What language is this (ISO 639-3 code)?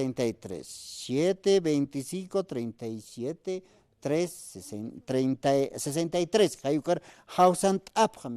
aym